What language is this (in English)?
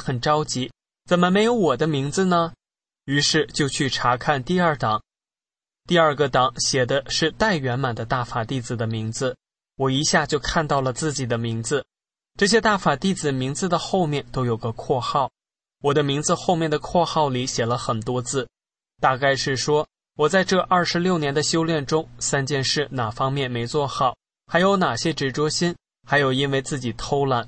Chinese